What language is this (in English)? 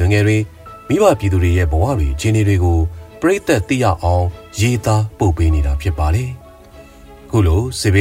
Burmese